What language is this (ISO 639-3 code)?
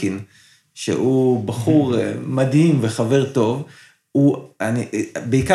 heb